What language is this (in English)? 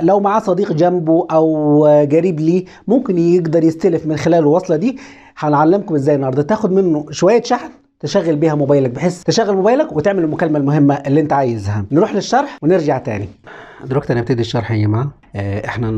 Egyptian Arabic